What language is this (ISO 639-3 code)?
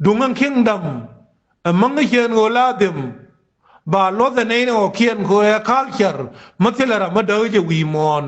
nus